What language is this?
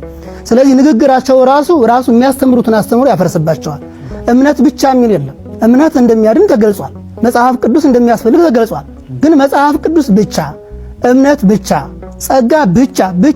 Amharic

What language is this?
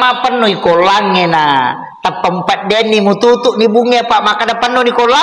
Buginese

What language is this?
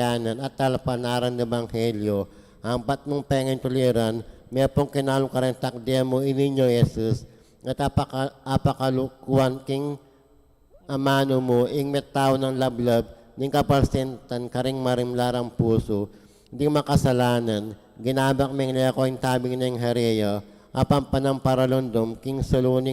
Pampanga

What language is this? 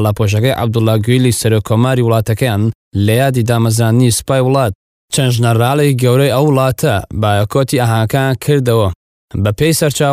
Central Kurdish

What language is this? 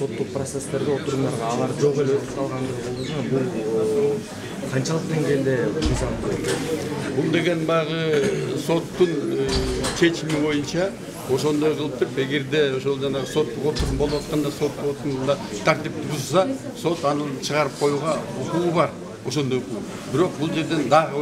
Kyrgyz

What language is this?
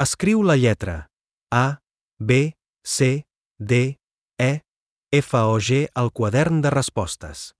Catalan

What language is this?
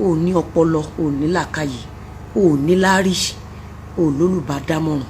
Yoruba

